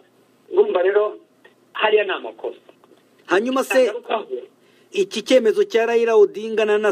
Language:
Kinyarwanda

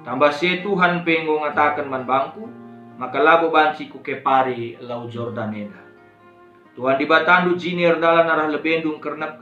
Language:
Batak Karo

